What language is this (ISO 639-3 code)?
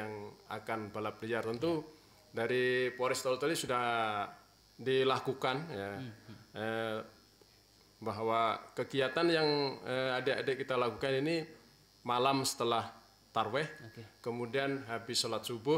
ind